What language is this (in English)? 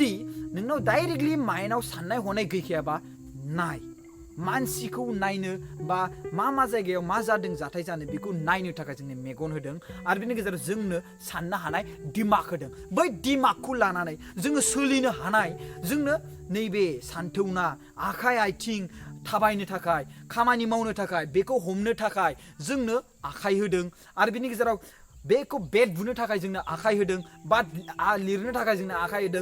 Bodo